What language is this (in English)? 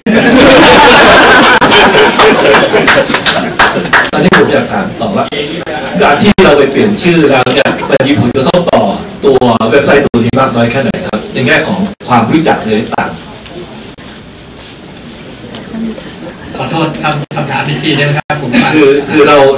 Thai